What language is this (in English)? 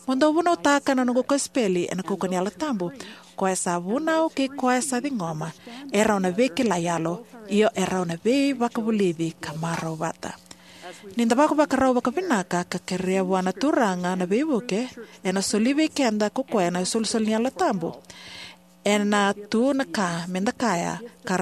Fijian